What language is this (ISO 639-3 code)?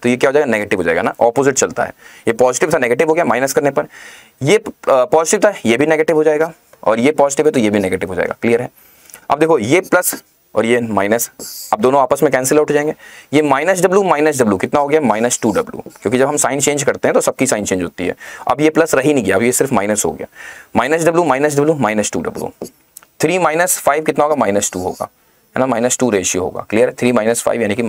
hin